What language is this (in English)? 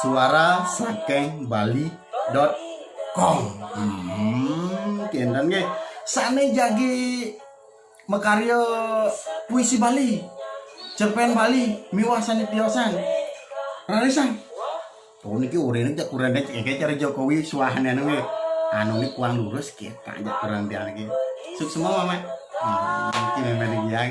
Balinese